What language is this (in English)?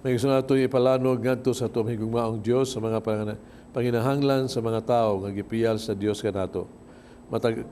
Cebuano